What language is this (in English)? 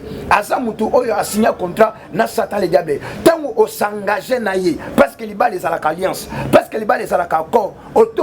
Lingala